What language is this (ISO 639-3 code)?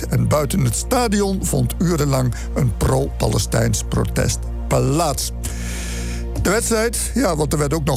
nld